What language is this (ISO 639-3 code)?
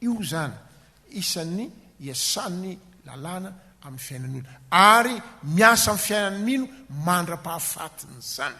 mlg